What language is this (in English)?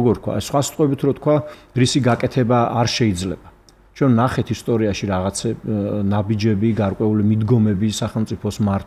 Georgian